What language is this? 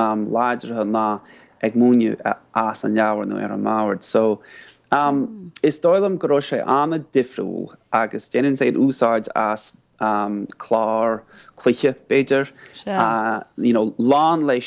Irish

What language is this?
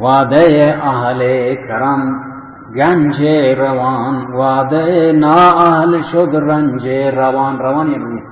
Baluchi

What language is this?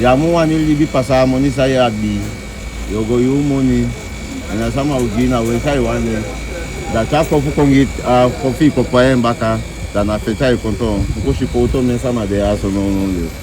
Eastern Maroon Creole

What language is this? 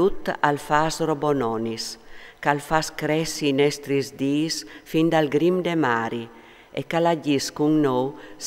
Friulian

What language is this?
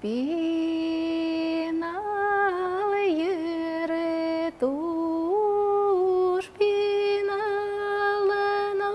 Udmurt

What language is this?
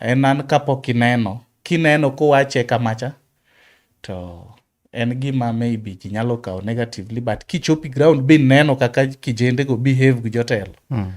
Luo (Kenya and Tanzania)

